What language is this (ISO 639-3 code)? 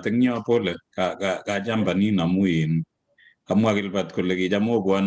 kln